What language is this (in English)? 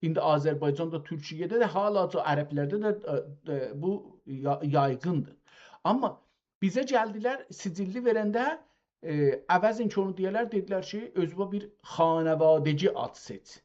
South Azerbaijani